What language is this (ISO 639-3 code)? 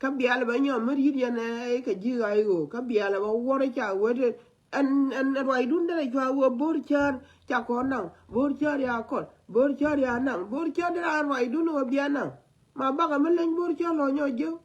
nus